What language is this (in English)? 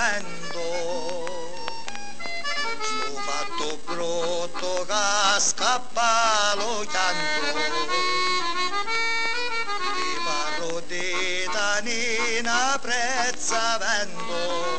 Italian